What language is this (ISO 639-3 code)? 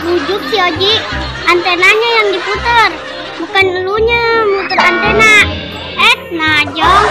bew